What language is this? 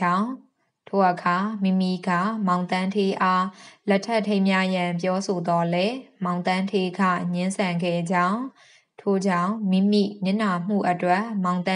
Burmese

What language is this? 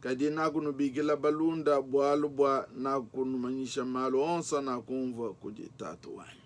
Luba-Lulua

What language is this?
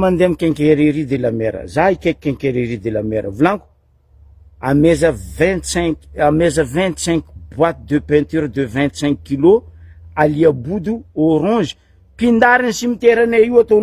Malagasy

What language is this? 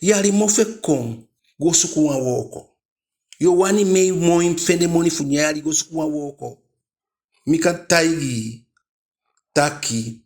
Eastern Maroon Creole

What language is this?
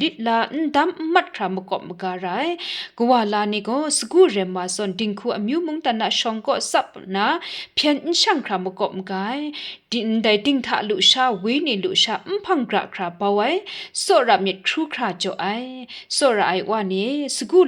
Kachin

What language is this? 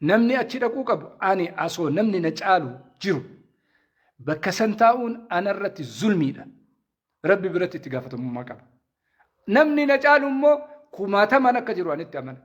Oromo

